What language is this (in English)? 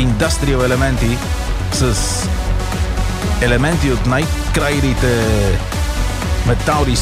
Bulgarian